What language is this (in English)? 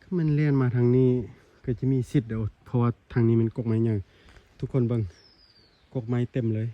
Lao